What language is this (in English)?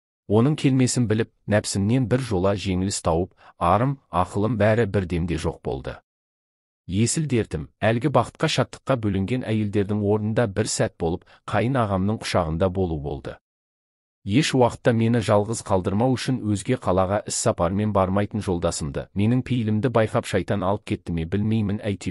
Kazakh